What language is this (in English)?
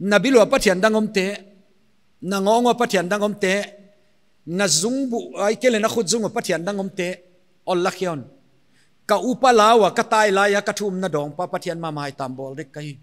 Paite Chin